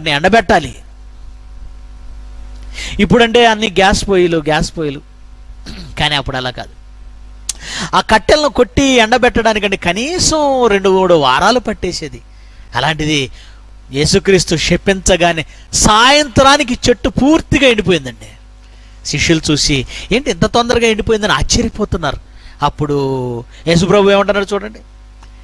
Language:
Telugu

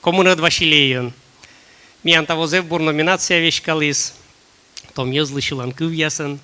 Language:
Komi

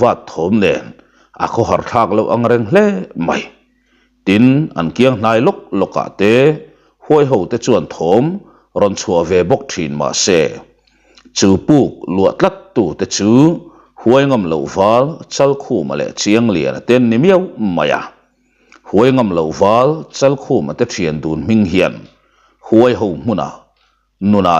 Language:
Mizo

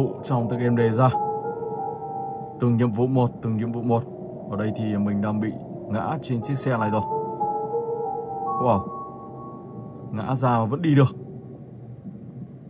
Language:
Vietnamese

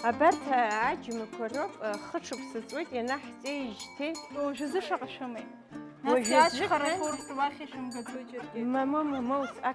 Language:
Abkhazian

